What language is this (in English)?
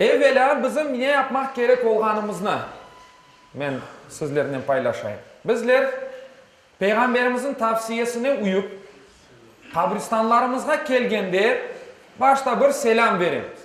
Crimean Tatar